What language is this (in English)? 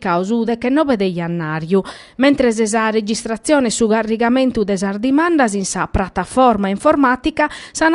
Sardinian